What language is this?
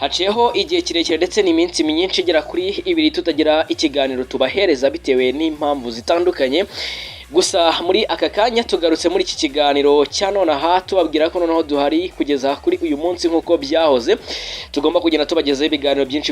Kinyarwanda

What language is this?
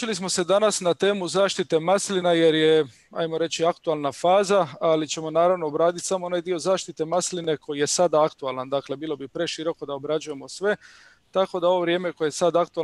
Croatian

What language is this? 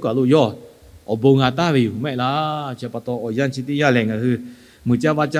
Lahu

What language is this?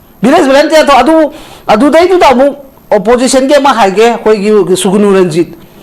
Manipuri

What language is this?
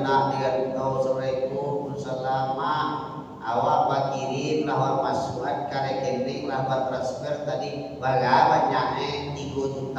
Minangkabau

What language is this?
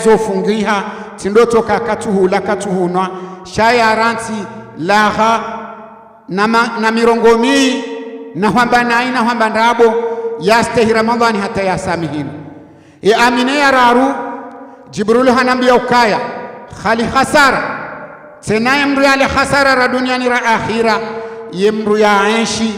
Ngazidja Comorian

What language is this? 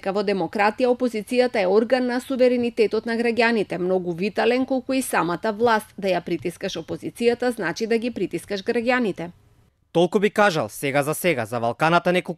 Macedonian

